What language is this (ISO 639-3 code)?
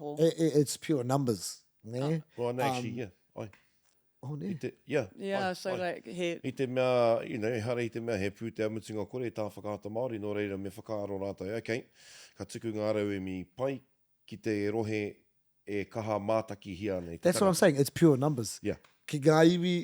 mri